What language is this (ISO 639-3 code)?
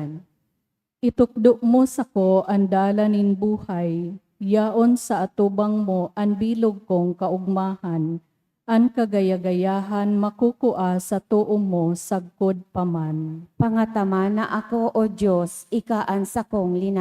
bik